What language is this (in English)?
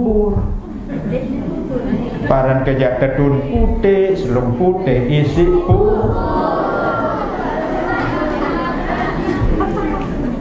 Sasak